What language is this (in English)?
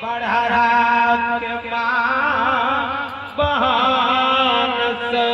Maithili